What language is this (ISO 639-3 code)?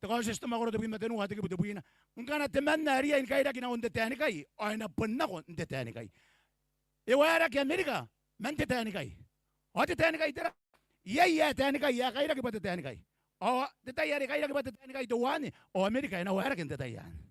gil